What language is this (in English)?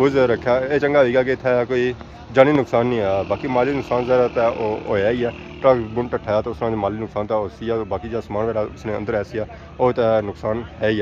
Pahari-Potwari